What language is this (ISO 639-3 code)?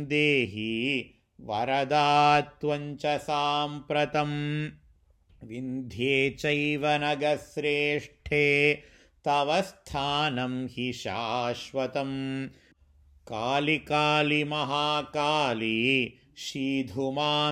san